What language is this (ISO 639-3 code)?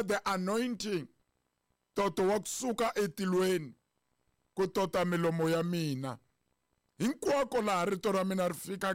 tso